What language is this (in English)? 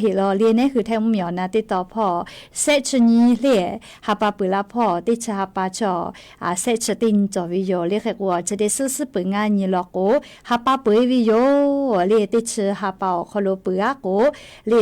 Lahu